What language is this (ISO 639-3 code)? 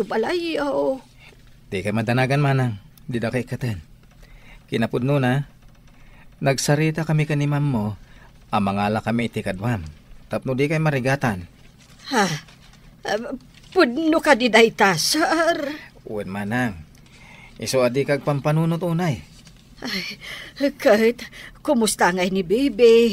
ilo